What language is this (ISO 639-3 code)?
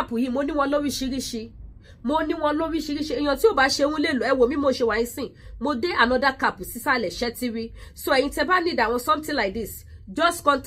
yor